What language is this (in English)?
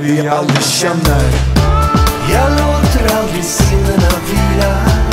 Swedish